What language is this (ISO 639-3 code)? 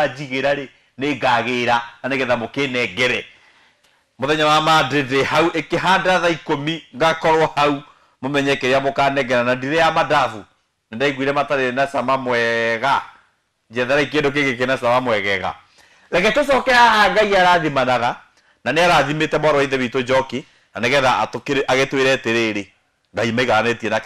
kik